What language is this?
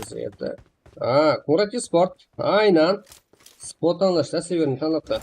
Kara-Kalpak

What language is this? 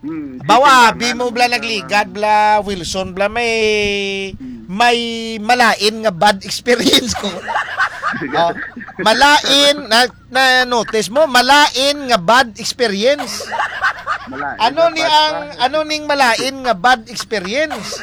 Hiligaynon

